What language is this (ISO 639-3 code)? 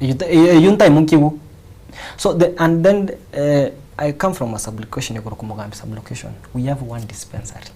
guz